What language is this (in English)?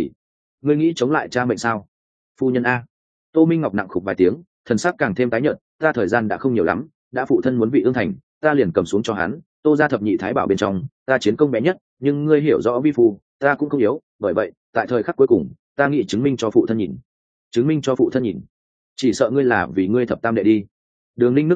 Vietnamese